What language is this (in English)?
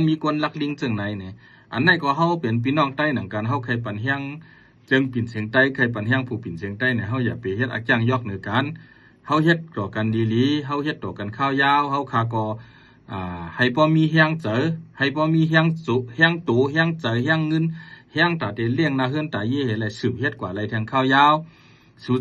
Shan